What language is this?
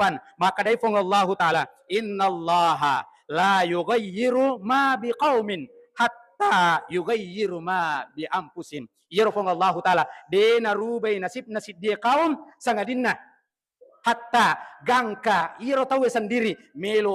Buginese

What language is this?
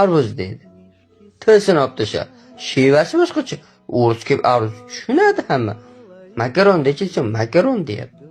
Uzbek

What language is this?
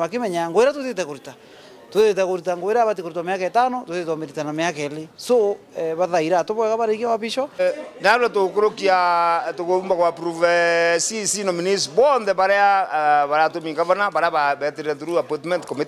Meru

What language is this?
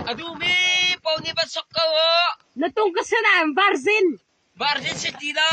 Hakha Chin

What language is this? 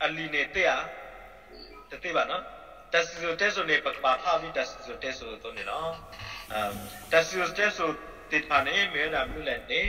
S'gaw Karen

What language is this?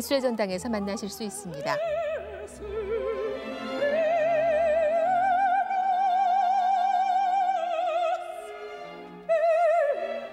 Korean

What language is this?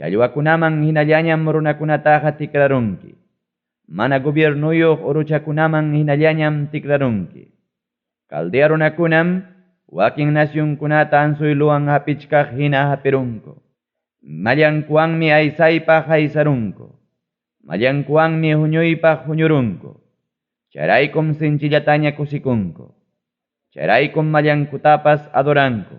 Ayacucho Quechua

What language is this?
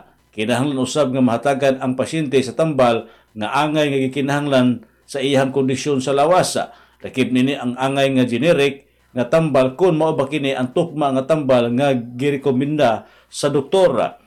Cebuano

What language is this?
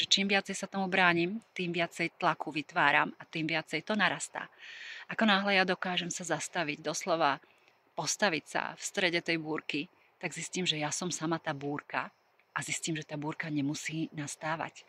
Slovak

